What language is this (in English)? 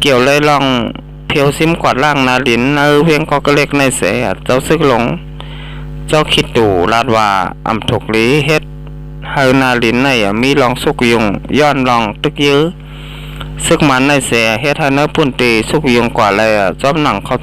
Shan